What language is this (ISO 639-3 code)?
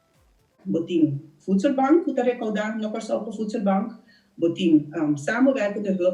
pap